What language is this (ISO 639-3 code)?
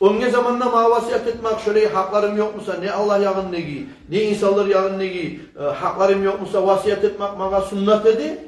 kum